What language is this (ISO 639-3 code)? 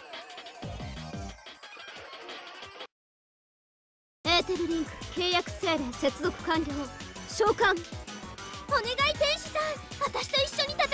jpn